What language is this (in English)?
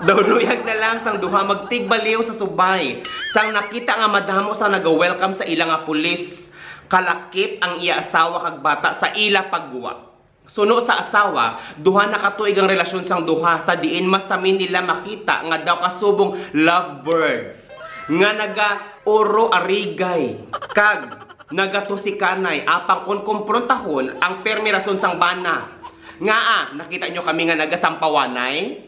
Hiligaynon